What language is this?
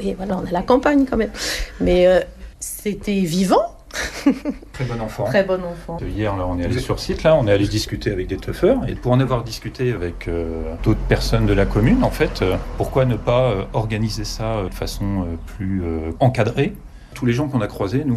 French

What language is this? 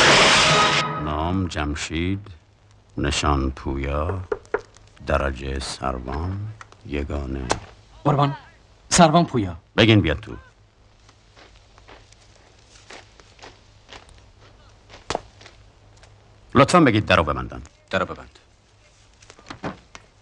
Persian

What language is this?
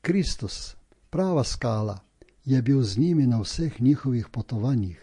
Slovenian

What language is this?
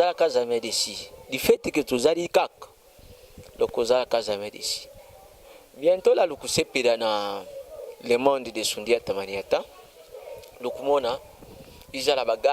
Lingala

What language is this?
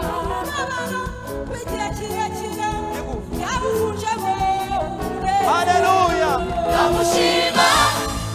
Kinyarwanda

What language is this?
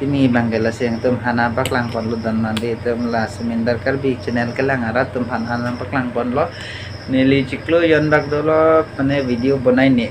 Karbi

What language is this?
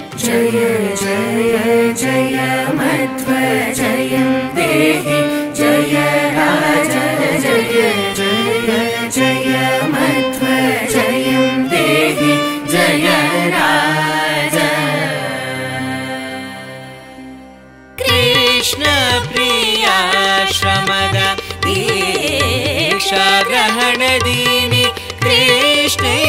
Kannada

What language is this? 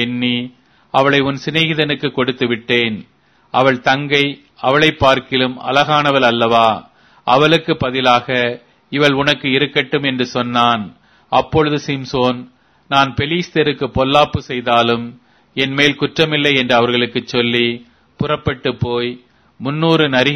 Tamil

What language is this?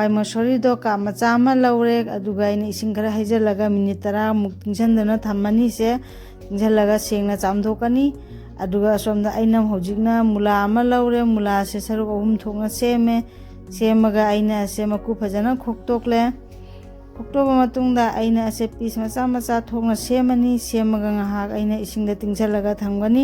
Manipuri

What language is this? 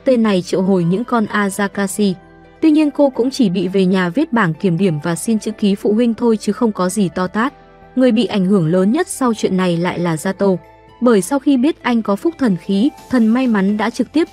Vietnamese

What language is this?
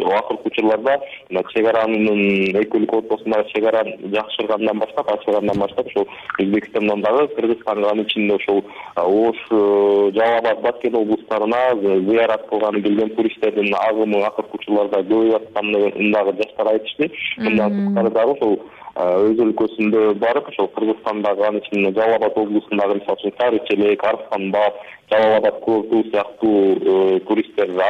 Kyrgyz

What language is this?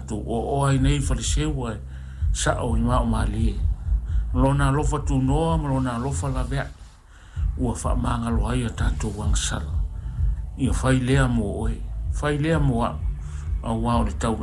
Samoan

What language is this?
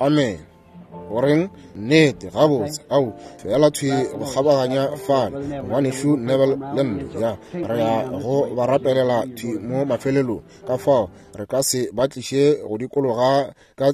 Northern Sotho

